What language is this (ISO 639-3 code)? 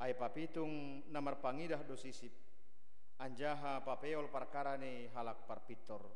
bts